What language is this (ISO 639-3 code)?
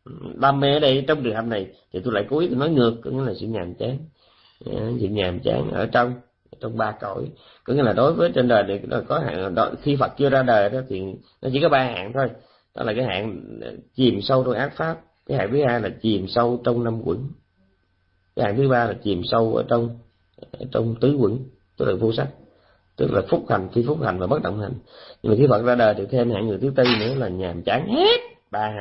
vie